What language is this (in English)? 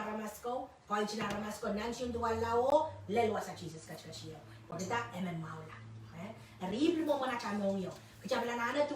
Pohnpeian